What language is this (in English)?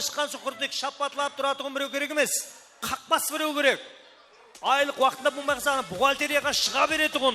Kara-Kalpak